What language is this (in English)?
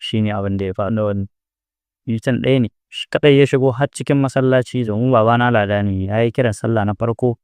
Hausa